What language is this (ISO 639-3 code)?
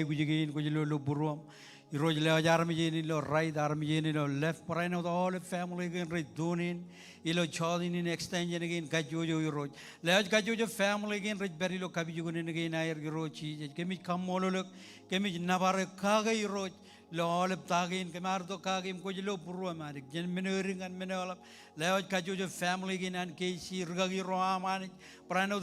mah